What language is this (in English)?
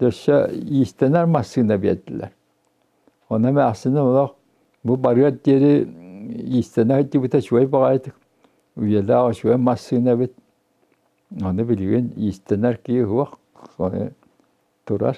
Yakut